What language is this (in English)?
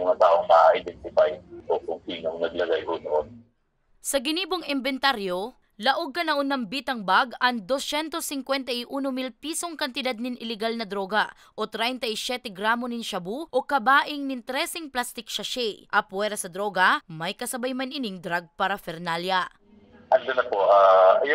Bikol